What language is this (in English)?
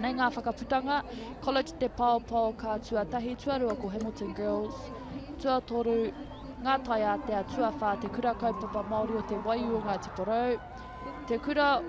Māori